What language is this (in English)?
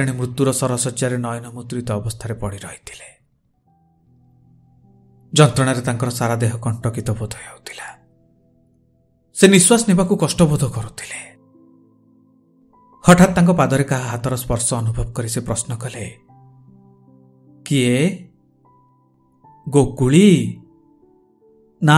Odia